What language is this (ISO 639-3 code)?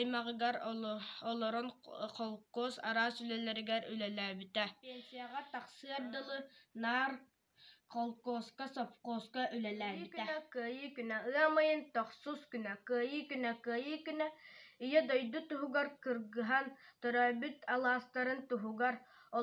sah